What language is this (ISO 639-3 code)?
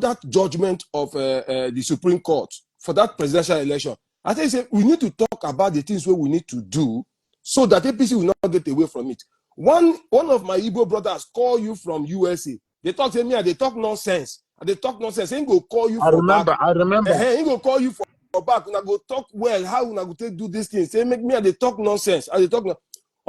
pcm